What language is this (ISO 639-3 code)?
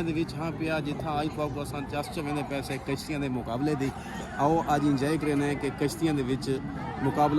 skr